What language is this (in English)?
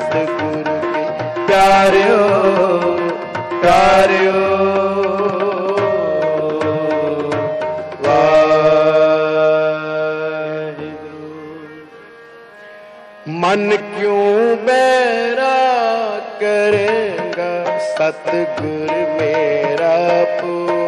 Hindi